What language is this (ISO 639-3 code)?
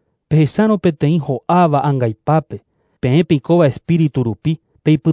grn